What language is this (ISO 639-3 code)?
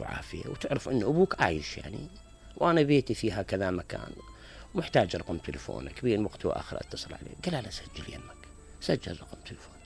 acm